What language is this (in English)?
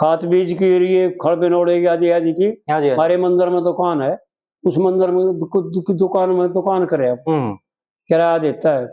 Haryanvi